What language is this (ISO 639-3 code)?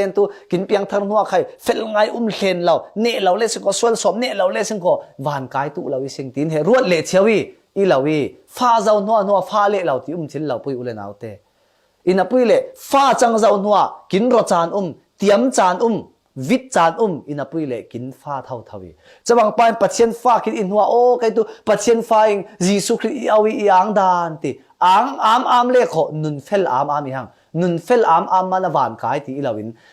cfm